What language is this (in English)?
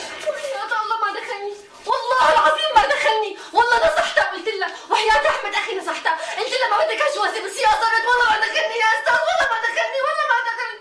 North Levantine Arabic